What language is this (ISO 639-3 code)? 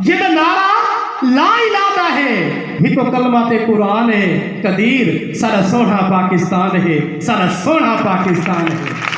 skr